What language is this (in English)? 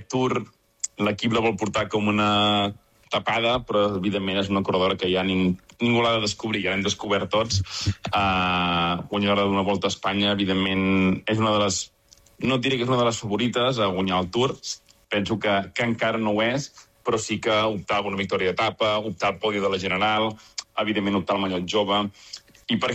Catalan